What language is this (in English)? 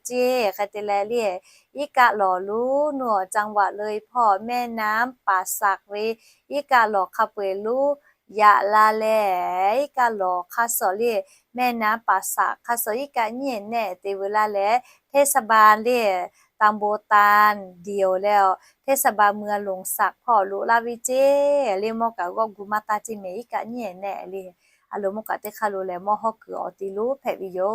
Lahu